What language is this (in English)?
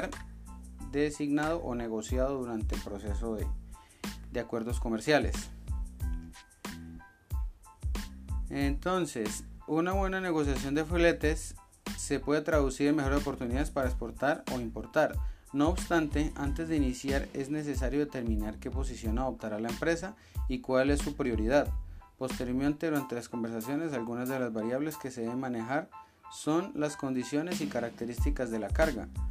Spanish